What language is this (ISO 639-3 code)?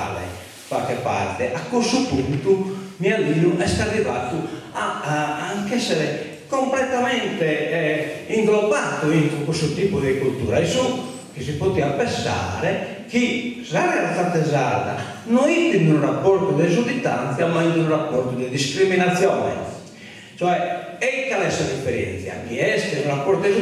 srd